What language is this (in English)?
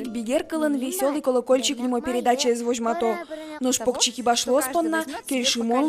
Udmurt